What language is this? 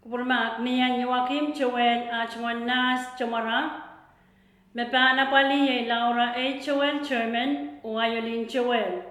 Pohnpeian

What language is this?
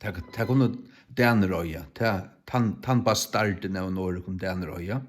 Faroese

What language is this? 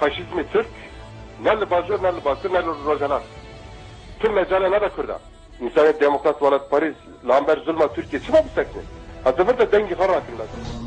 Kurdish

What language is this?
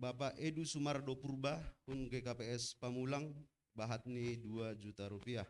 Batak Simalungun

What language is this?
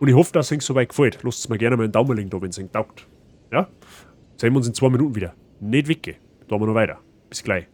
Bavarian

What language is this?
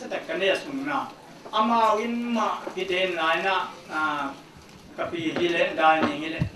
Paite Chin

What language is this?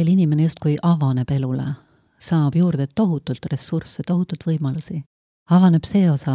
Estonian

